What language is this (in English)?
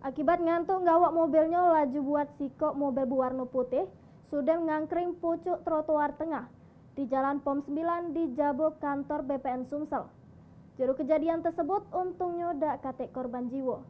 Musi